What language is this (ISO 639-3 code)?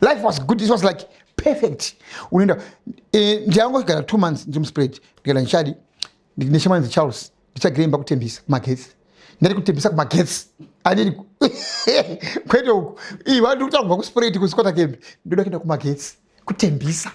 sna